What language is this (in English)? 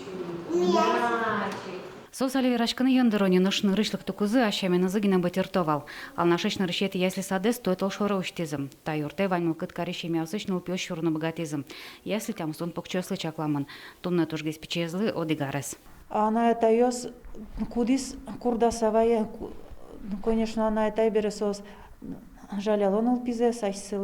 Udmurt